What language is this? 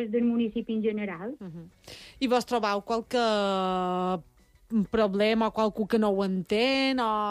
Catalan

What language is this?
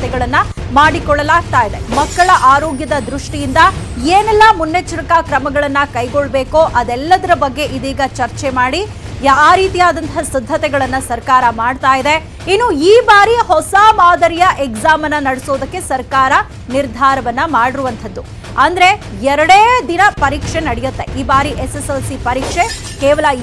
Kannada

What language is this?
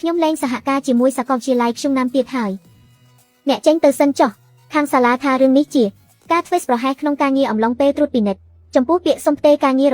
Khmer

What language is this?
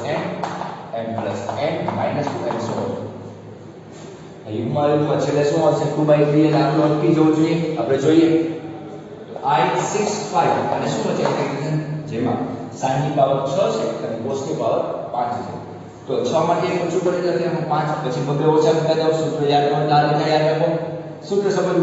Gujarati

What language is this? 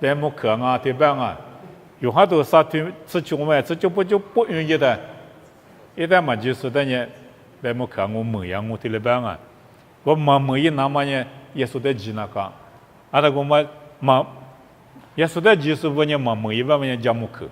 Lisu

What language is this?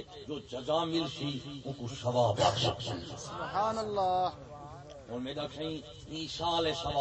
Saraiki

